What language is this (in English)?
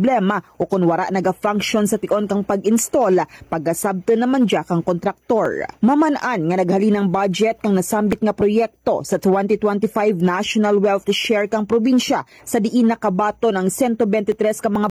Hiligaynon